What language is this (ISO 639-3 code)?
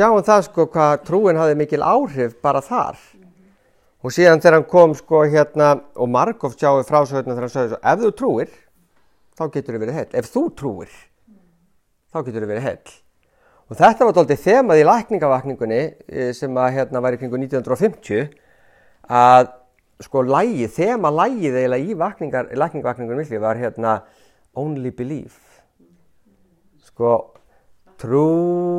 isl